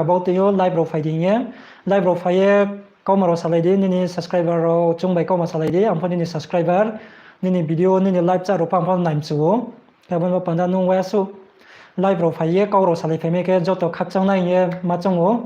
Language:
Riang (India)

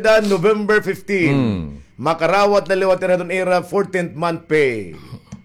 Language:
Waray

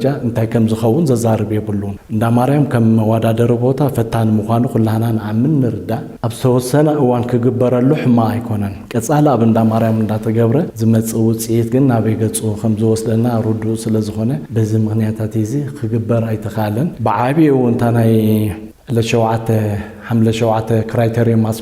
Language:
Tigrinya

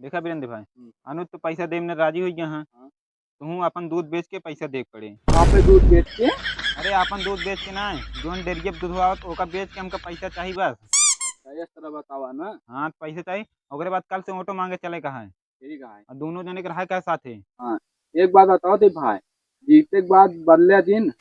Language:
Awadhi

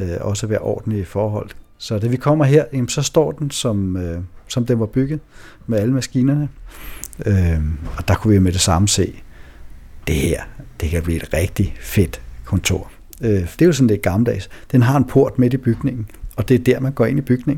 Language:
Danish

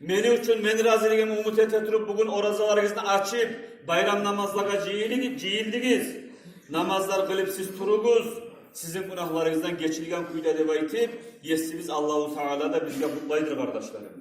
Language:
Kumyk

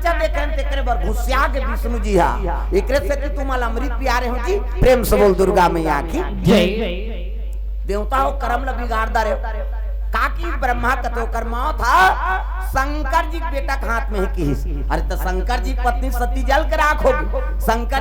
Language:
Chhattisgarhi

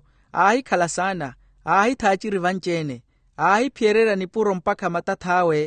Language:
Makhuwa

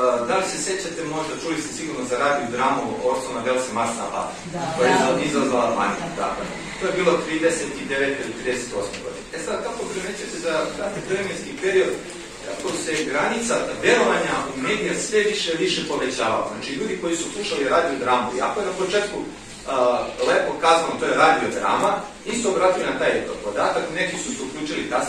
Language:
Serbian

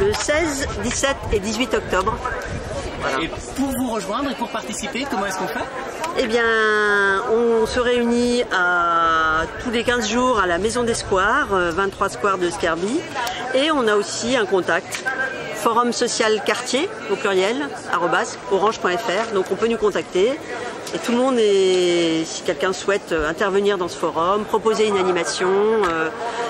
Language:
French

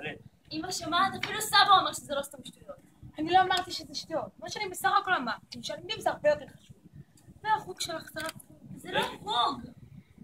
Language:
Hebrew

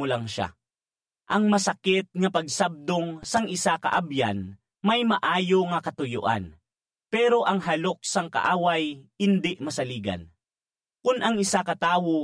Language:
Hiligaynon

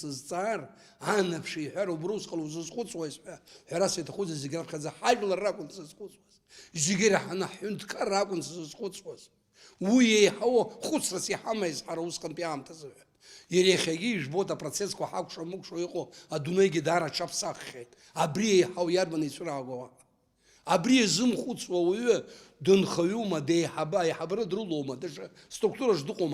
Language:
Abkhazian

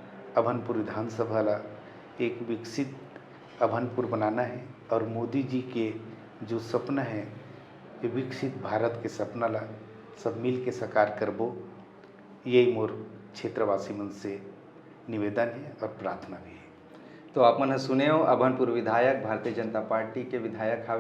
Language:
Chhattisgarhi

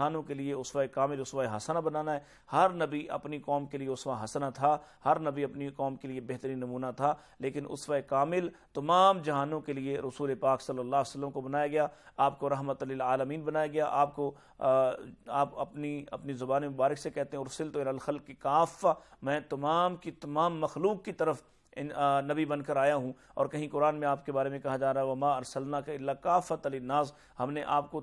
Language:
Urdu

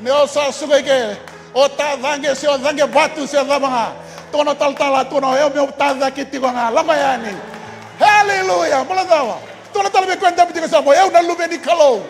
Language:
Fijian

